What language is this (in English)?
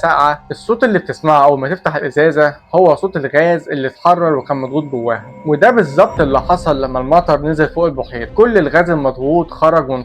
Egyptian Arabic